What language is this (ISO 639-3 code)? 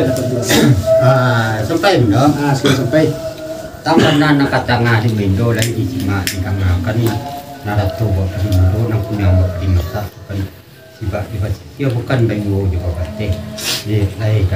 min